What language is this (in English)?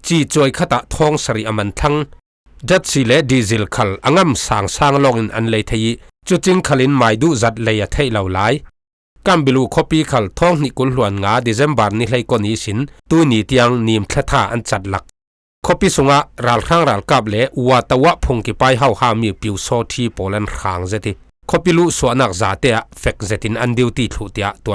Falam Chin